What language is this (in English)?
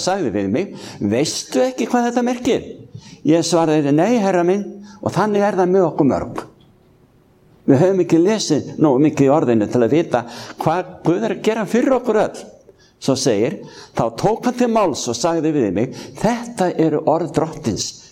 Icelandic